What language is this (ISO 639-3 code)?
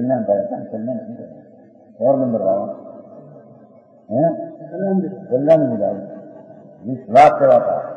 guj